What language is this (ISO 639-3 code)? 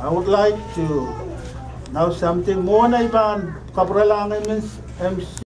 pon